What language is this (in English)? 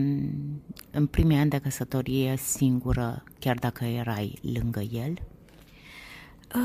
Romanian